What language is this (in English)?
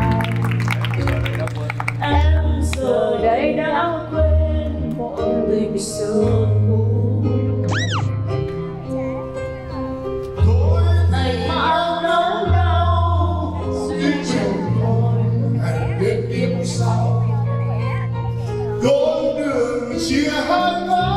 Vietnamese